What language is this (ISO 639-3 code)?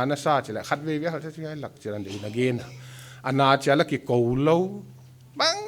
pck